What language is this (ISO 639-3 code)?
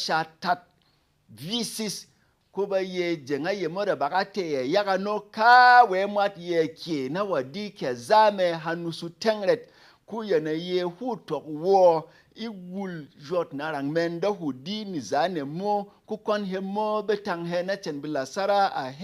bom